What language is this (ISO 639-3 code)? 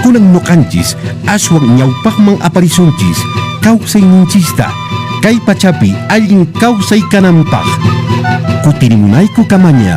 que